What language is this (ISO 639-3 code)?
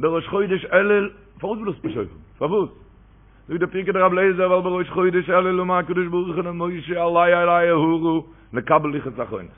yid